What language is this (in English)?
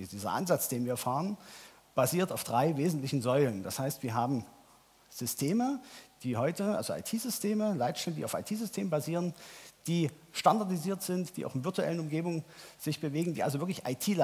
German